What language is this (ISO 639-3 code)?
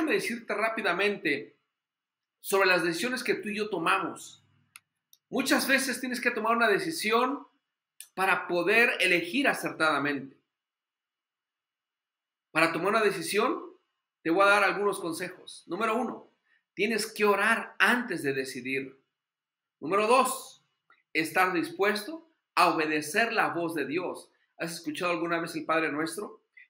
spa